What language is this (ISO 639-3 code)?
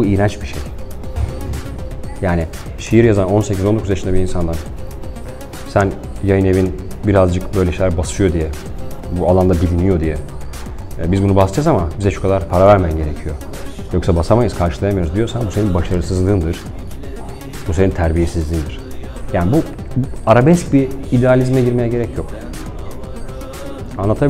tur